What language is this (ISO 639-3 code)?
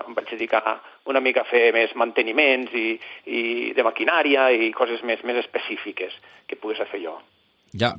cat